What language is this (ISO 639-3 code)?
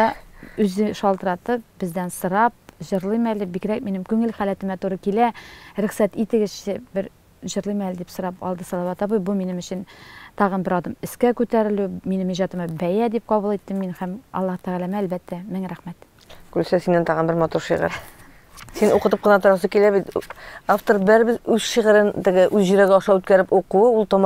tat